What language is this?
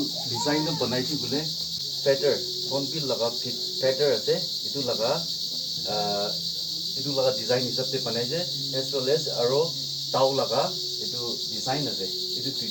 Naga Pidgin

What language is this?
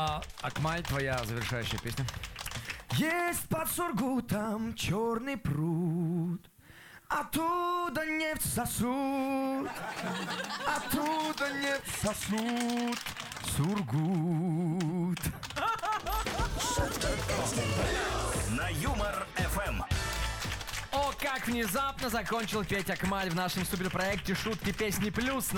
Russian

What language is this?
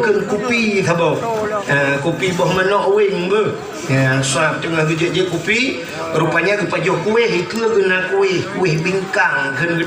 Achinese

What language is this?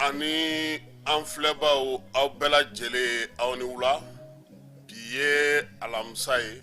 Bambara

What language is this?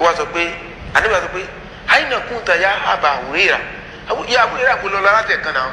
Yoruba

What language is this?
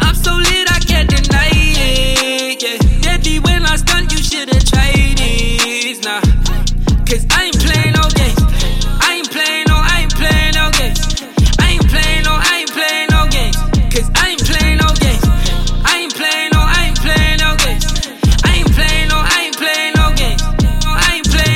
English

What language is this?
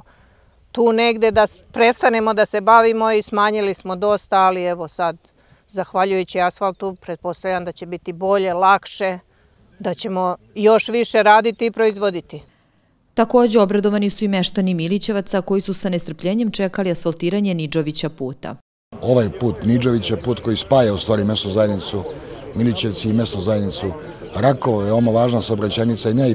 Serbian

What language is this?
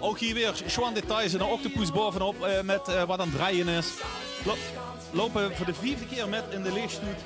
Limburgish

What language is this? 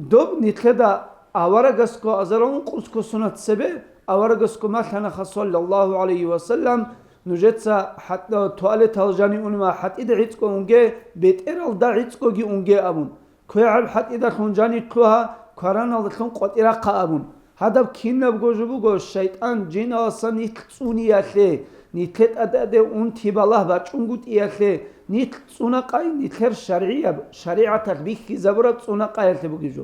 Avaric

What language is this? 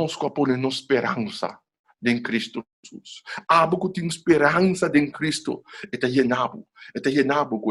Papiamento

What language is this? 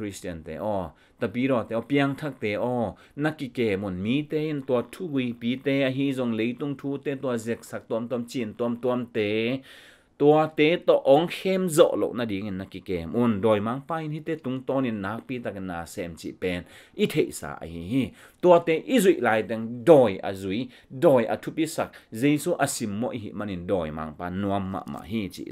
Tedim Chin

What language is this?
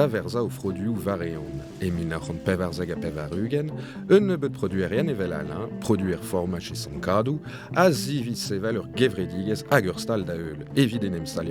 Breton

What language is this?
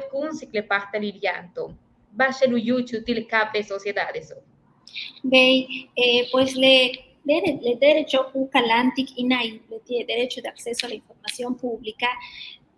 Yucateco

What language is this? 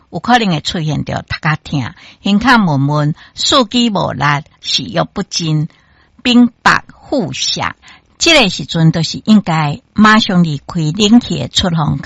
Min Nan Chinese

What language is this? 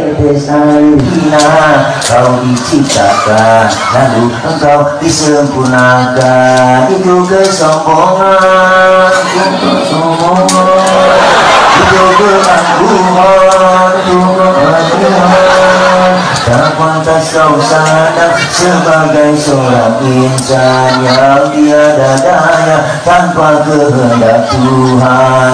Betawi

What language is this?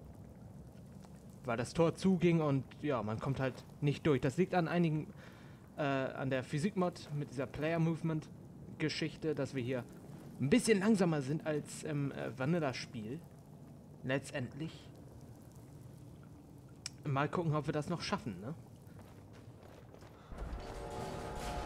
German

